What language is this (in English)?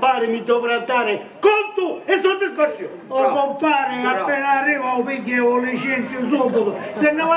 Sicilian